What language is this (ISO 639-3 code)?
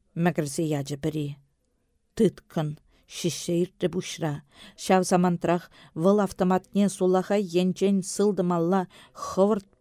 chv